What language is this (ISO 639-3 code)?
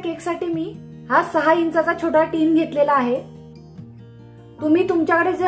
mar